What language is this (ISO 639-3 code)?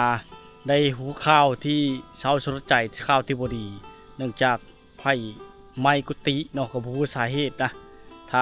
lao